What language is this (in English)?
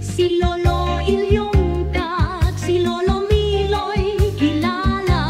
Hiligaynon